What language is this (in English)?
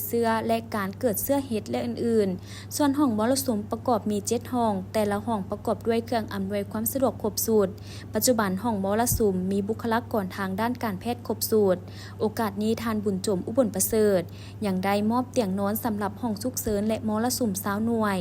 Lao